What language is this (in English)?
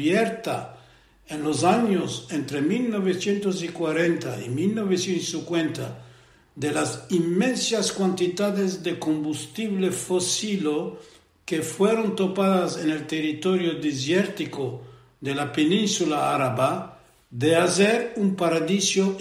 Ladino